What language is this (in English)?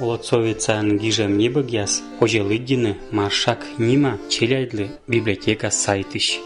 Komi